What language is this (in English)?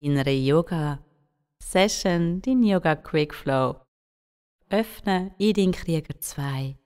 Swiss German